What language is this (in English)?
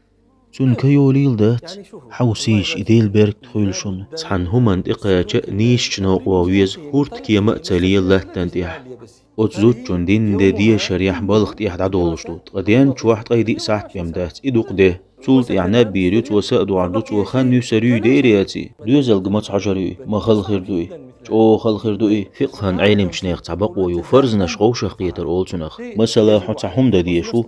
Chechen